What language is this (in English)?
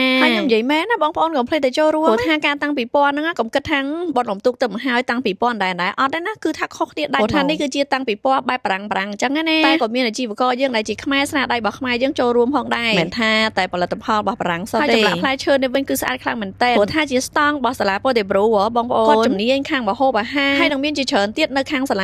Khmer